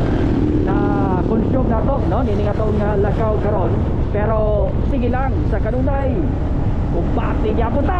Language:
Cebuano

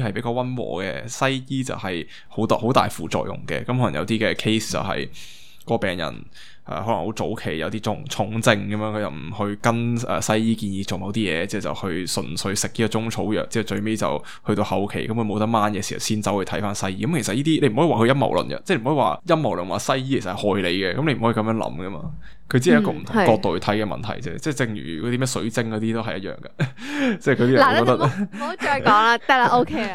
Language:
Cantonese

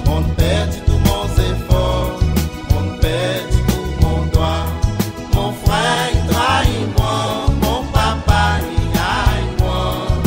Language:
Seselwa Creole French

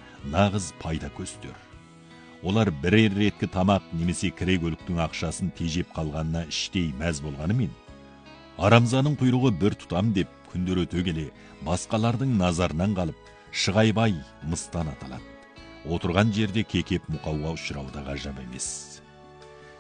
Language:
Kazakh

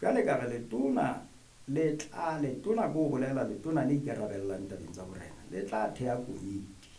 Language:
Southern Sotho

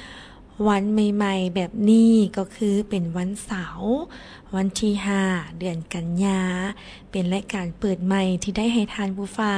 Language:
Lao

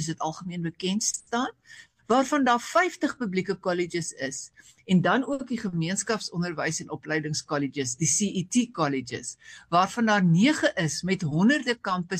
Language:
Afrikaans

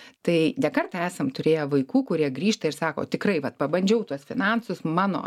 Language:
Lithuanian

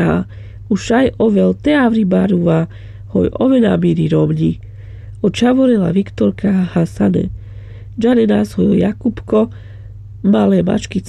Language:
Carpathian Romani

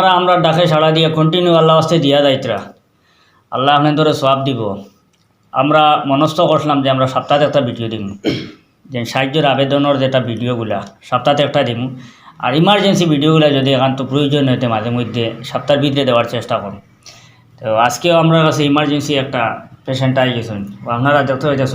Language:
Sylheti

